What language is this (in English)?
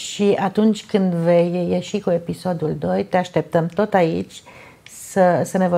Romanian